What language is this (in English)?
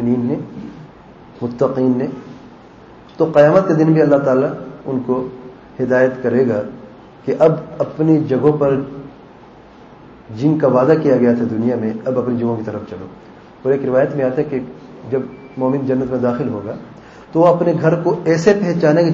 Urdu